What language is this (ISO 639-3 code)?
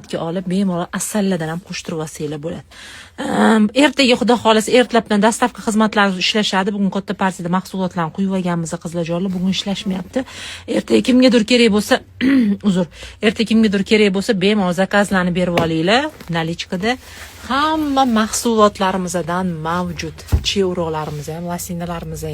uzb